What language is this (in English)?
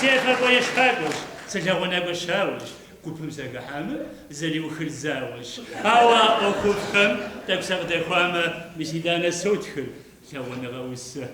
Kabardian